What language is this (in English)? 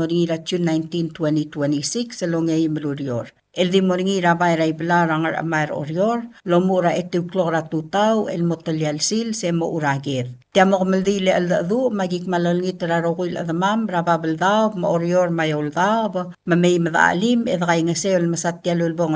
Palauan